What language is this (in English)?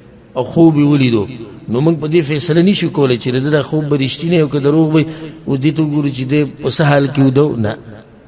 Pashto